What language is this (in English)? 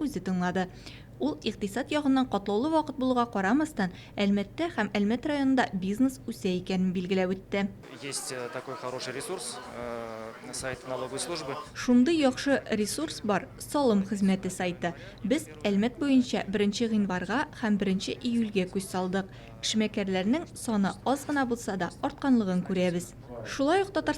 Tatar